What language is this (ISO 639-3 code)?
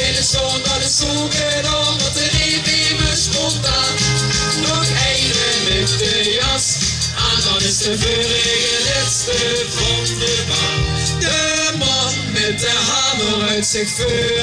lim